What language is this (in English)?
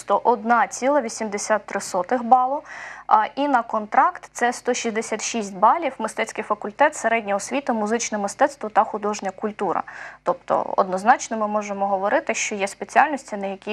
Ukrainian